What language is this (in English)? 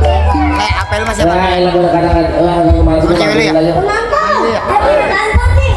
Betawi